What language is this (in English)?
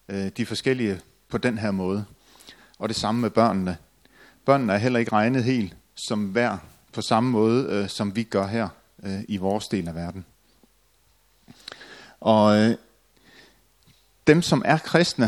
Danish